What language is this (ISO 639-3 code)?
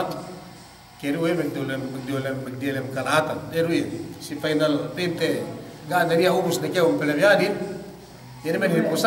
yka